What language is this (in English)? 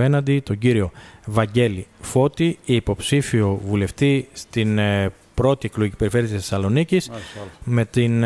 Greek